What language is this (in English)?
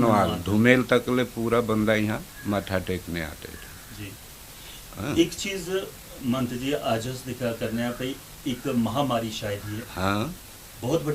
Dogri